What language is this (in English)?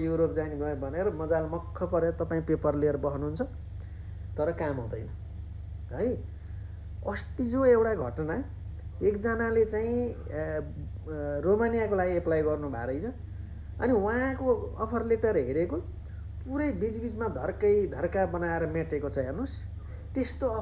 Nepali